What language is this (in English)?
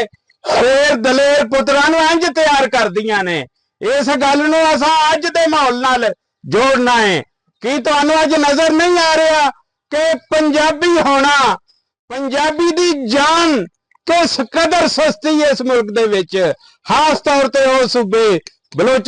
Western Panjabi